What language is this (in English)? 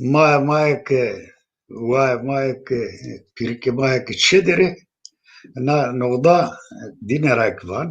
Zaza